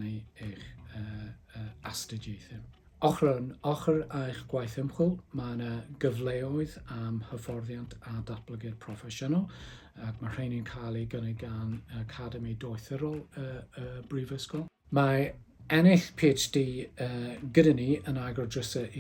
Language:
Welsh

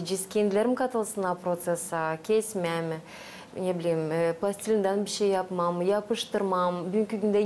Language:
Gagauz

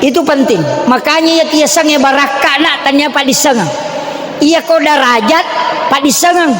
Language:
Buginese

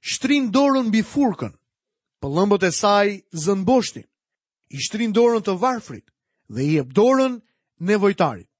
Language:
Albanian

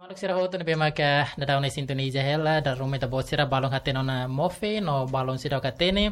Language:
Tetum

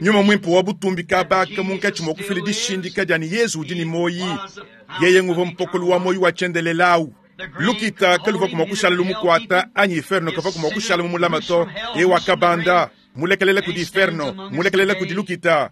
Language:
Luba-Lulua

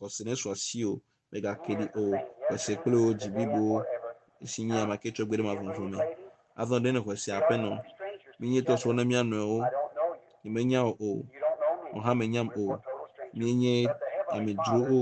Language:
Ewe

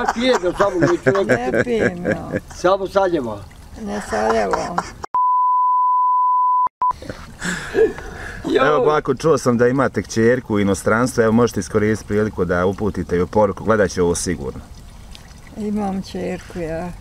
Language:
Bosnian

